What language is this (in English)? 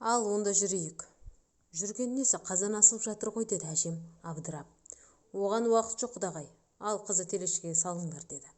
Kazakh